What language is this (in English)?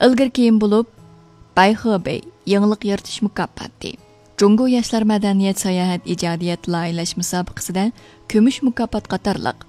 Uyghur